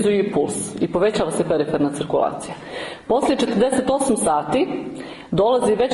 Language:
Croatian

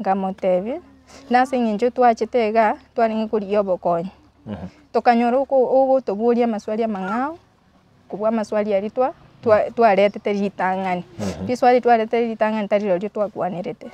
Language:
Gusii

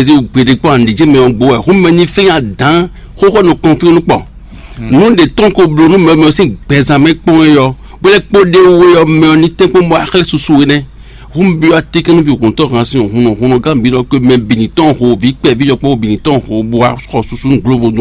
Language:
Fon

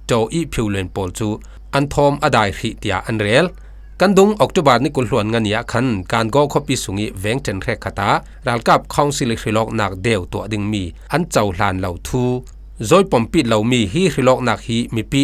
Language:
Falam Chin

